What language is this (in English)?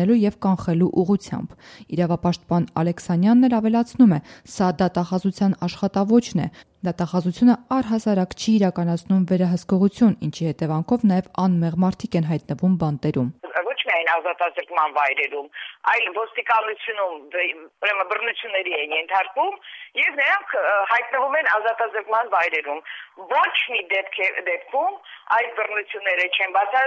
Armenian